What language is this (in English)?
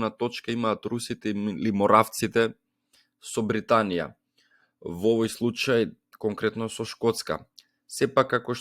Macedonian